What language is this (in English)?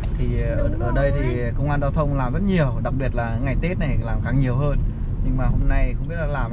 Vietnamese